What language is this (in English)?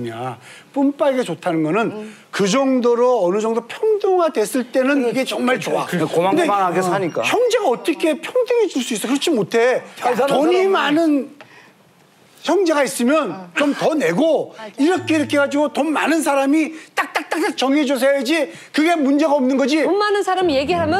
Korean